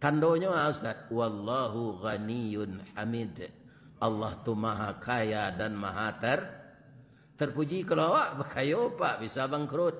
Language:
Minangkabau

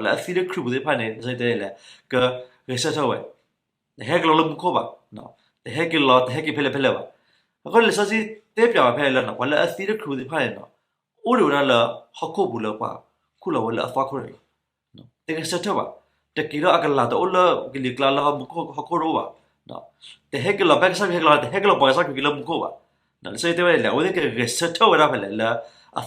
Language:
S'gaw Karen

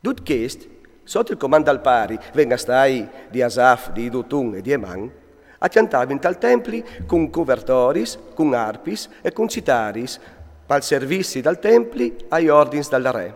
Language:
Friulian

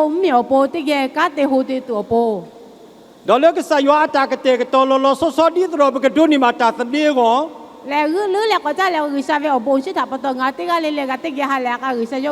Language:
Lahu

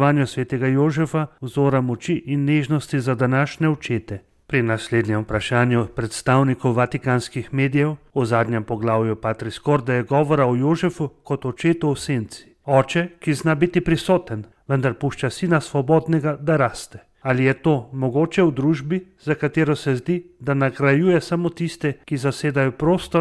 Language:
Slovenian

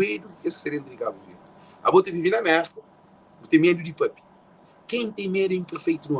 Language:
Kabuverdianu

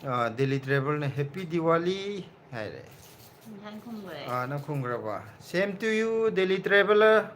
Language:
Manipuri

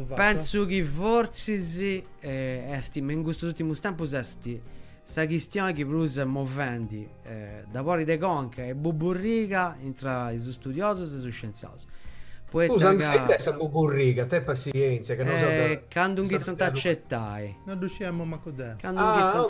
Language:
Sardinian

